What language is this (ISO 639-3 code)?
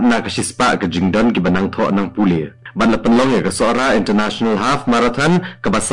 kha